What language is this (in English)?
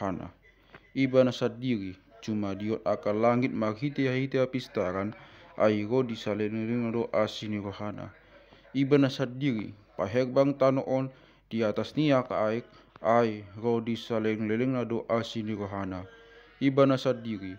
Batak Toba